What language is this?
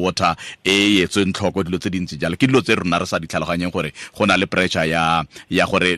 Tswana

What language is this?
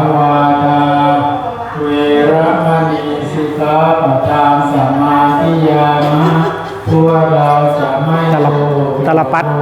Pali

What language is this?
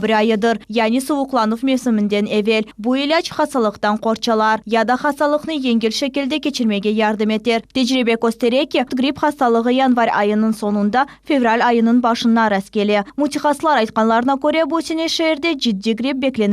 Crimean Tatar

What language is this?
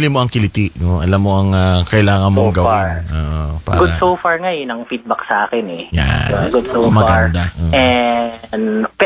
Filipino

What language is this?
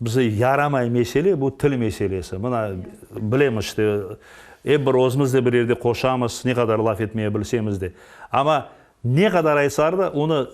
Crimean Tatar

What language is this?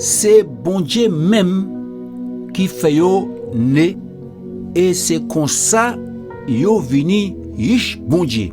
Guadeloupean Creole French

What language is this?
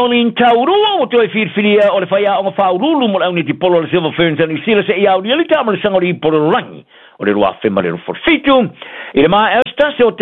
Samoan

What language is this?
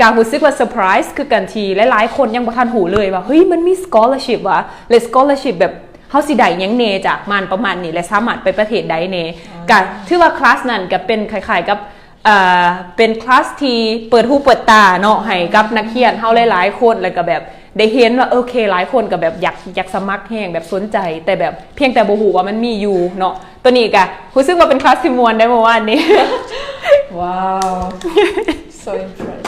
Lao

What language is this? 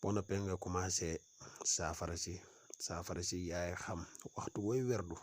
Wolof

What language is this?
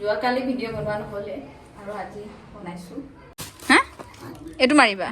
Assamese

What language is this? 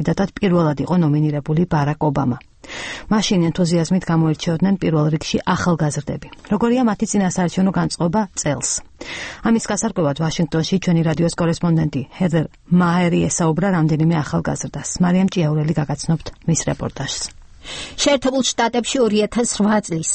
Georgian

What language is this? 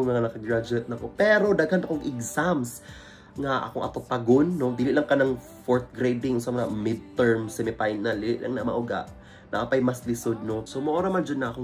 Cebuano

